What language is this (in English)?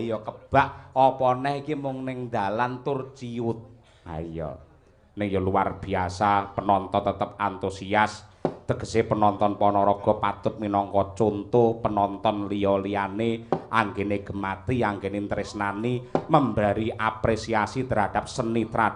Javanese